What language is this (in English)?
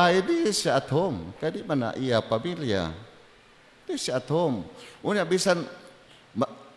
Cebuano